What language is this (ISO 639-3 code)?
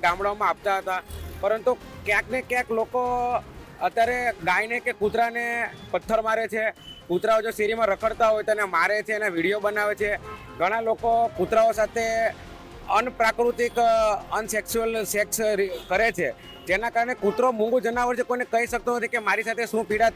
guj